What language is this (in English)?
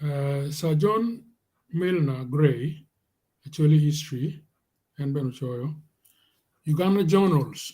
Acoli